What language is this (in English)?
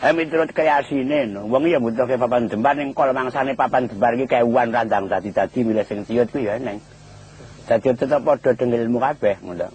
Javanese